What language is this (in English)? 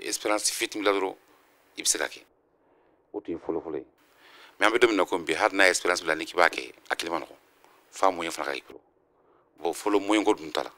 Bambara